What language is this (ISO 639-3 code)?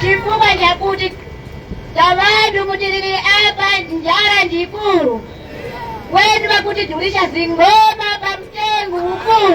nya